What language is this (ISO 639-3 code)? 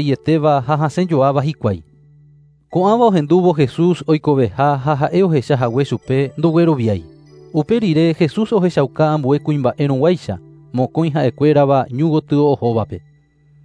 grn